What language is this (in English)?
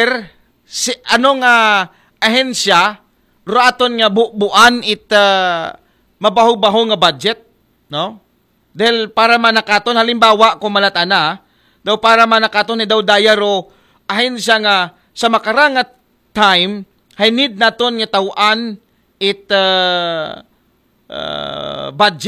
Aklanon